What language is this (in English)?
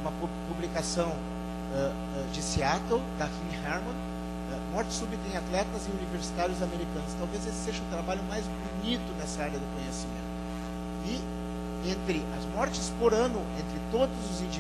Portuguese